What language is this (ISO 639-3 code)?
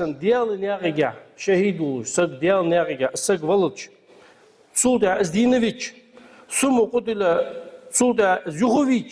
inh